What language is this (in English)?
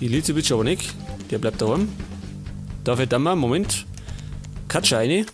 Bavarian